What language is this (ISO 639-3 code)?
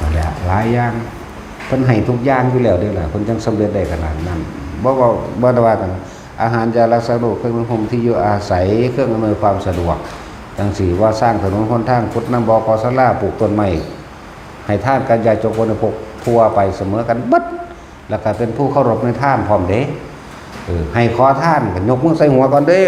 tts